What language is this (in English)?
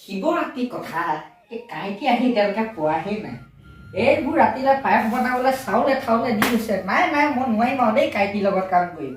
Assamese